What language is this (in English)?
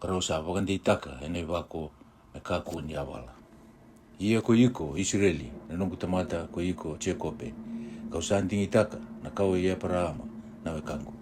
Fijian